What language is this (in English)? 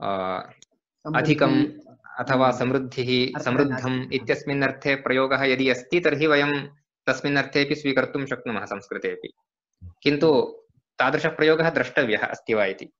Sanskrit